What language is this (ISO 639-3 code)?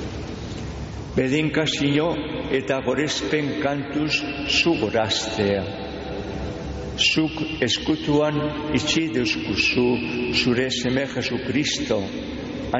eus